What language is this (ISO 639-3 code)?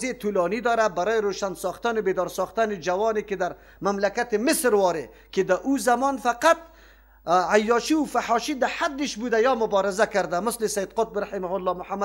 fas